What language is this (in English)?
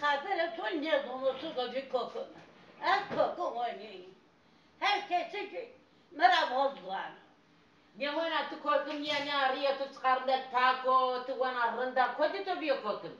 Zaza